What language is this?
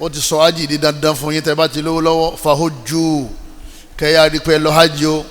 Yoruba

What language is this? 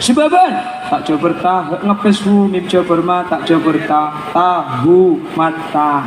Madurese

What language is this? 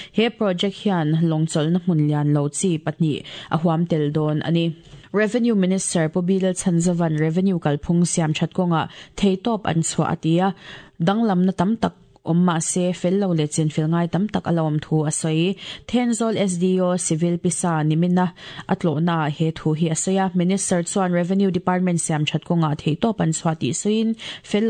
Mizo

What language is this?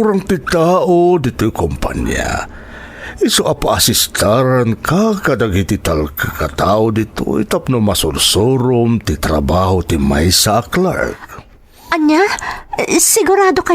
Iloko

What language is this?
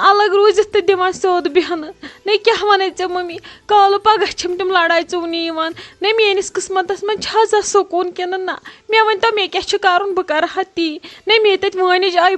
Kashmiri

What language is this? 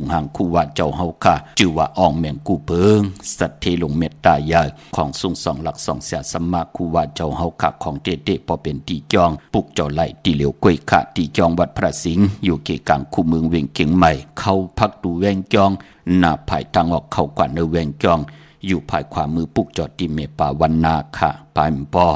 Shan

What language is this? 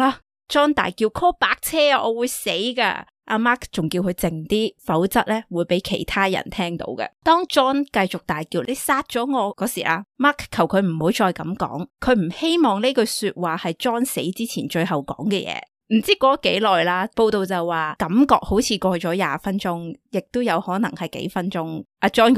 Cantonese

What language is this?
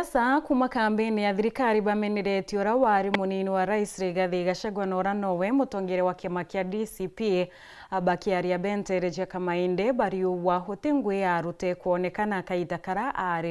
Meru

